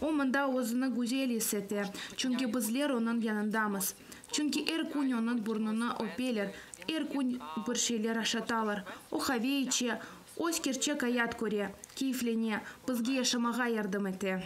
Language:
Crimean Tatar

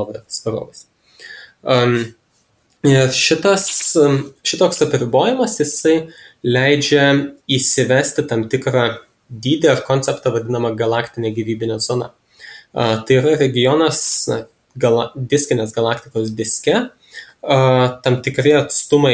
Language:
Lithuanian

